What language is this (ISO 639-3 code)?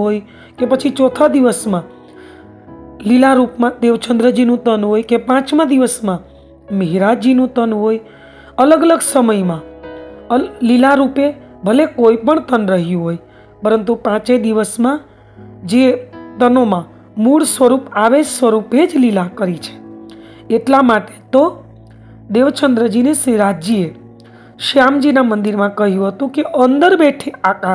guj